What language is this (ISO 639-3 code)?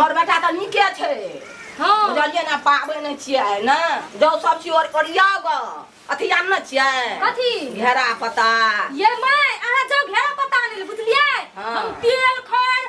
mai